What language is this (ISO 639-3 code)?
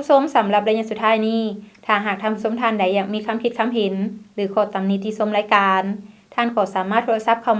lao